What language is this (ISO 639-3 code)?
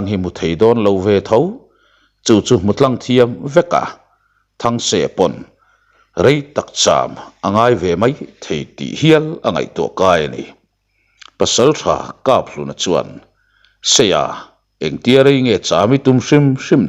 lus